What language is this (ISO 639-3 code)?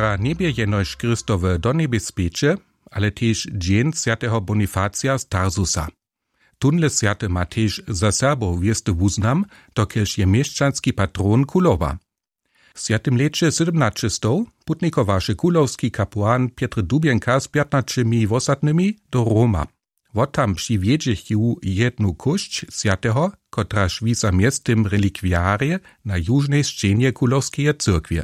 hsb